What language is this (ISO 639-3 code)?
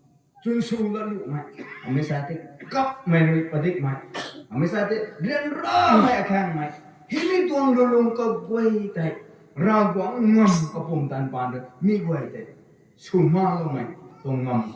nbu